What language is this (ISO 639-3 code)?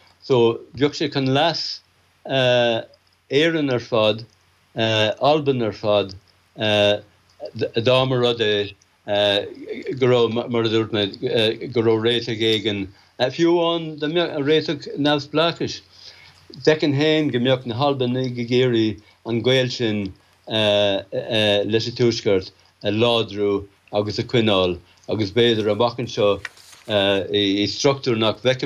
gle